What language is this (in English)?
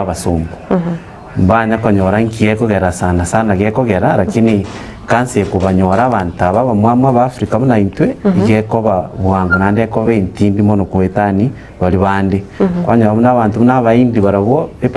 Gusii